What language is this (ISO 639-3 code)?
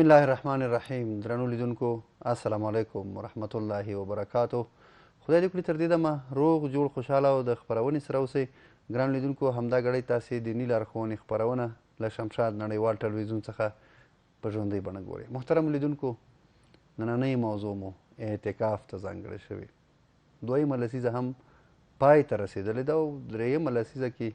pus